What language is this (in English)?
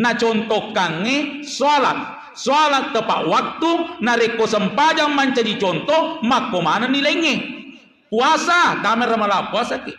Buginese